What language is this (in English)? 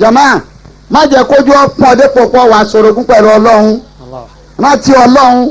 Yoruba